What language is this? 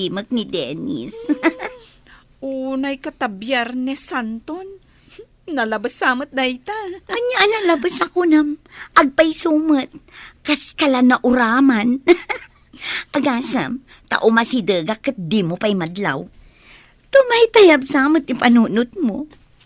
Iloko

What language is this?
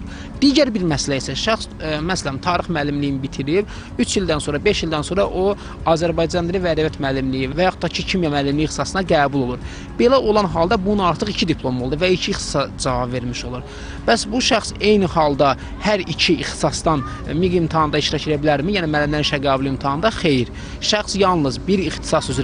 Azerbaijani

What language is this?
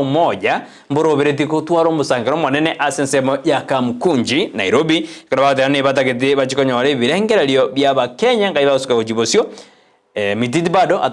Gusii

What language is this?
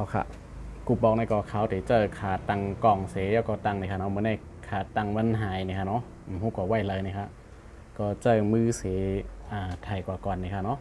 Shan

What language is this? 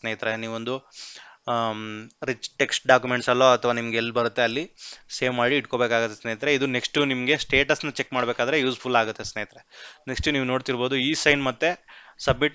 Kannada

